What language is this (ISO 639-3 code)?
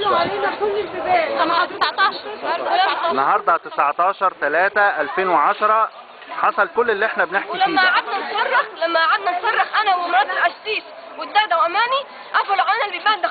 arz